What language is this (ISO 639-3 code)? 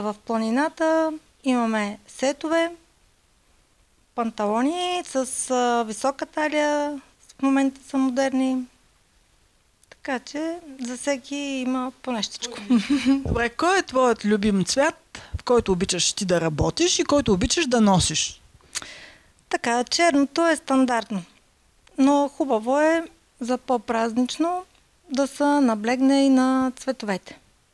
bul